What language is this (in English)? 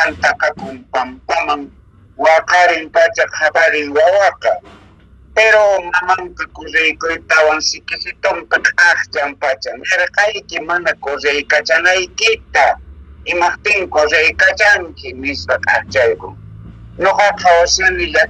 Quechua